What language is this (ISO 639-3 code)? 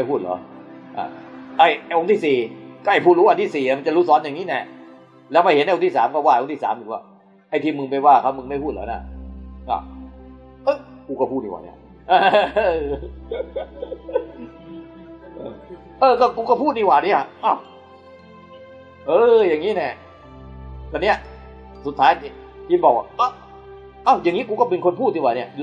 tha